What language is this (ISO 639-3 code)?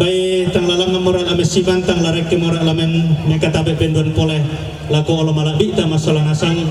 sda